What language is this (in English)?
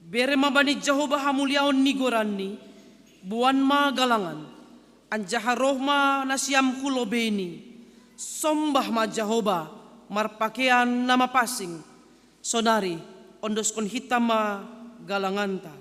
Batak Simalungun